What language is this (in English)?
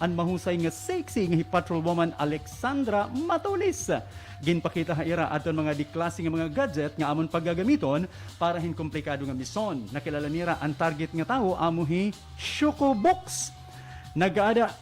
Waray